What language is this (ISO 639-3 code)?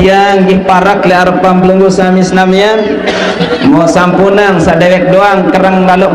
sas